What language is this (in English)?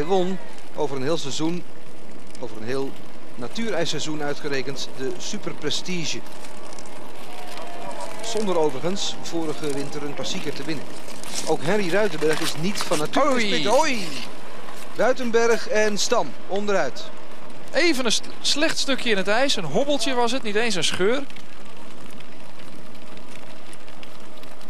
Dutch